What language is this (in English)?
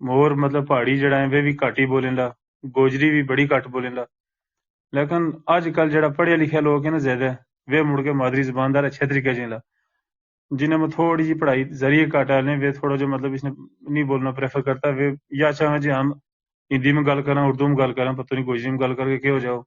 Gujari